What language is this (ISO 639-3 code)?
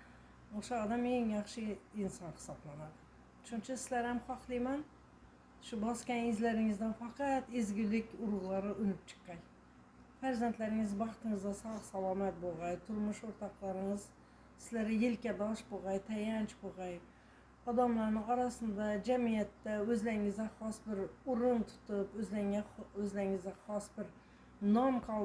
uzb